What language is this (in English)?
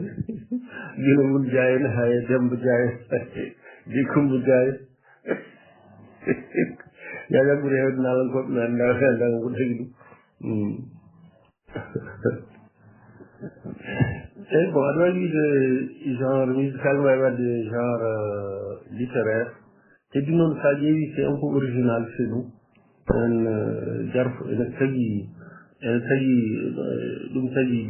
Fula